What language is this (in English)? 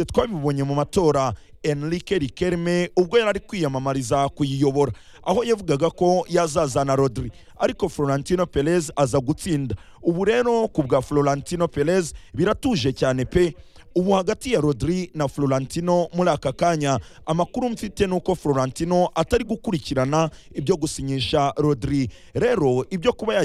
Kinyarwanda